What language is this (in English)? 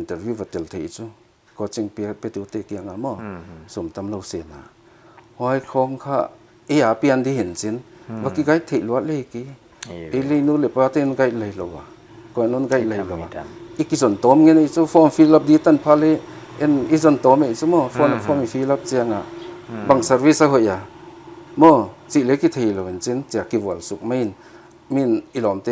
Paite Chin